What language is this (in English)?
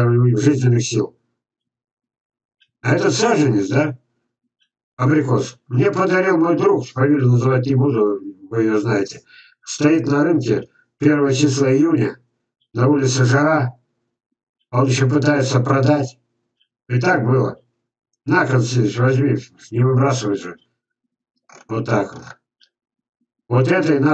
Russian